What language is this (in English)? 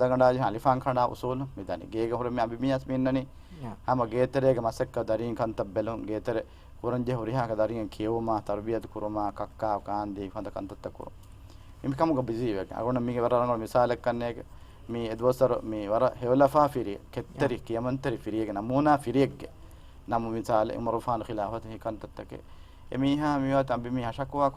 Divehi